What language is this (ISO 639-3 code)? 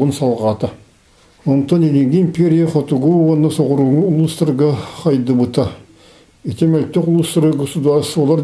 sah